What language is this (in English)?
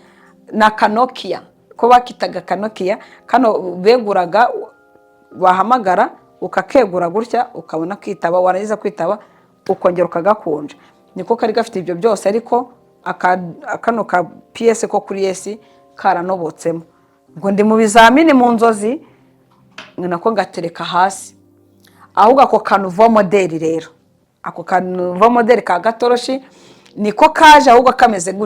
Kinyarwanda